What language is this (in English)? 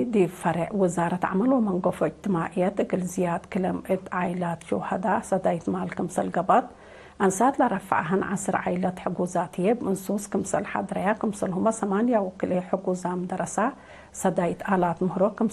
Tigre